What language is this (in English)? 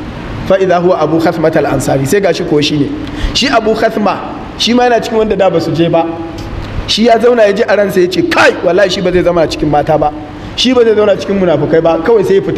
Hausa